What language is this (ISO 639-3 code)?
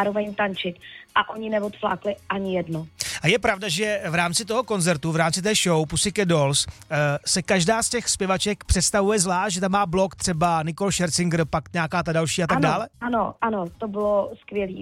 ces